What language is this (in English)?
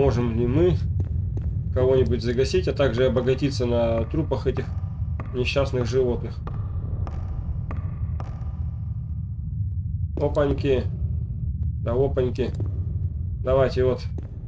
Russian